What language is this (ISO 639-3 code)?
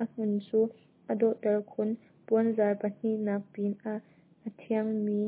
cnh